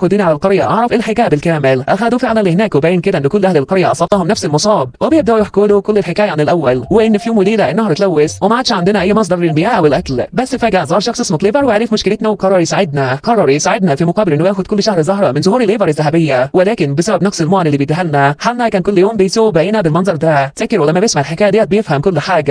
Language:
Egyptian Arabic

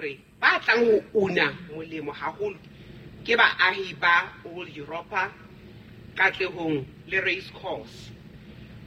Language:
Southern Sotho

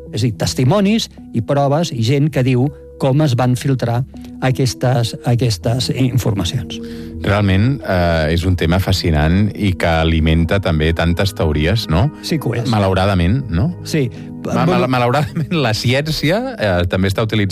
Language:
Catalan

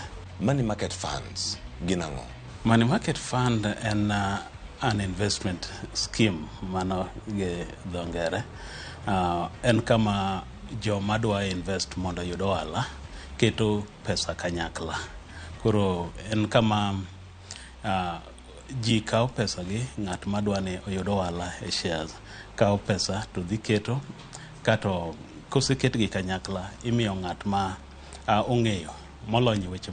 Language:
Luo (Kenya and Tanzania)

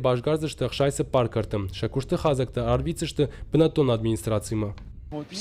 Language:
Ossetic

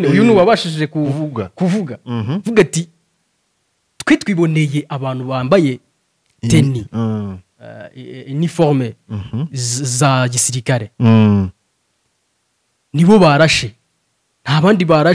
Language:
Kinyarwanda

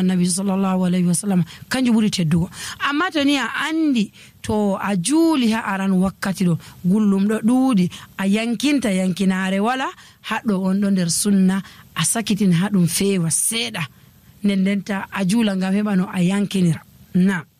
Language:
Nigerian Fulfulde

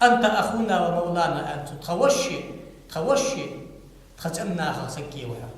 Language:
Ingush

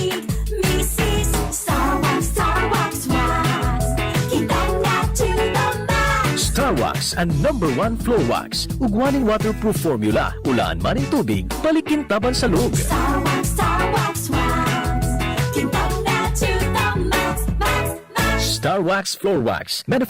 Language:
Bikol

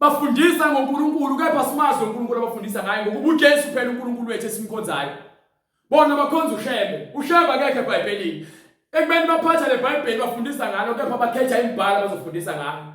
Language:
Zulu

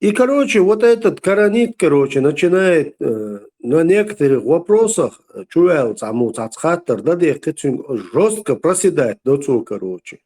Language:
Chechen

